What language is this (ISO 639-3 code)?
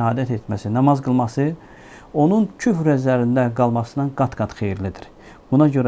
aze